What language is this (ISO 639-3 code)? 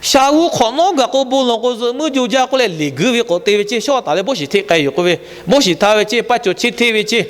lhu